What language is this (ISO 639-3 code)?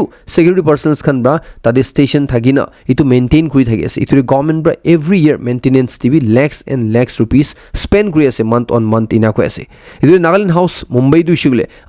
nag